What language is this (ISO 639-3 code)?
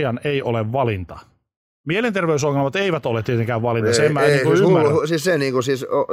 fin